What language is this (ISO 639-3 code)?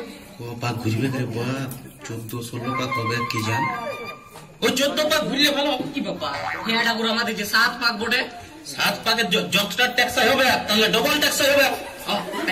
ben